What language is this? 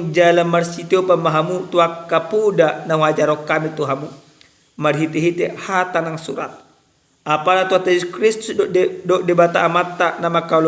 Batak Toba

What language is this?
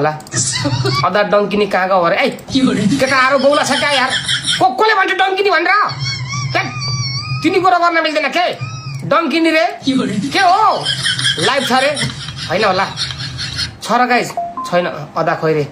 Nepali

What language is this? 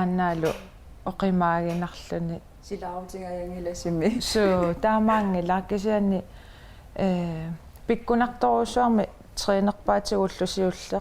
Kalaallisut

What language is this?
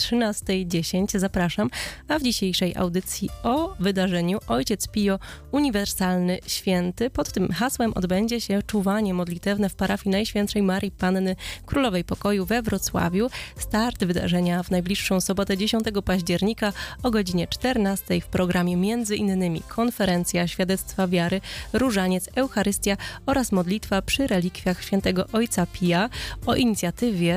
Polish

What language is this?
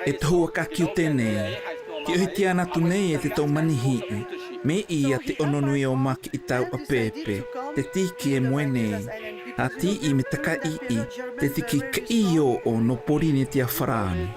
South Marquesan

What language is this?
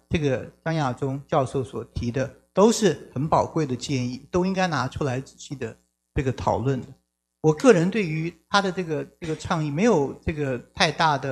Chinese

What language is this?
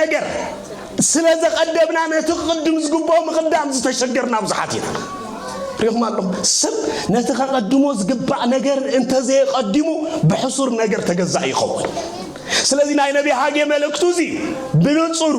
Tigrinya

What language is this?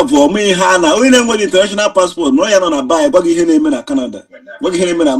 Igbo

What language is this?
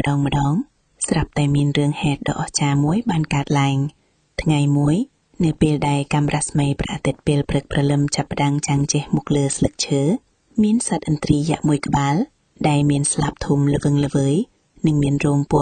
Khmer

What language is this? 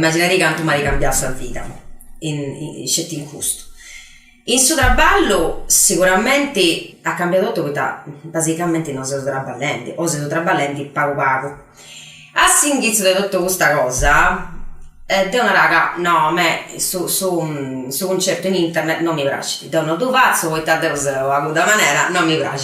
Sardinian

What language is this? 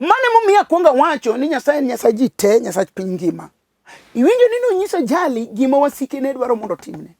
Luo (Kenya and Tanzania)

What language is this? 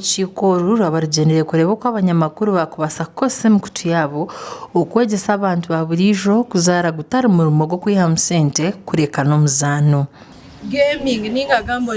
Nyankole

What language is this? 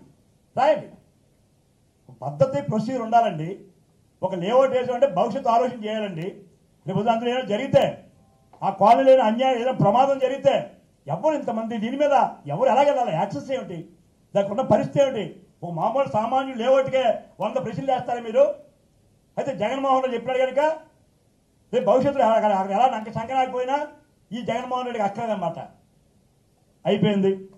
Telugu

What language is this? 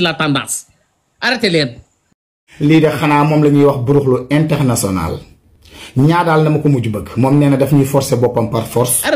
Wolof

